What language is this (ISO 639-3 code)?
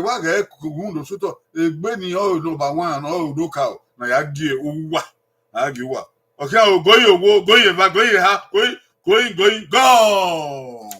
bin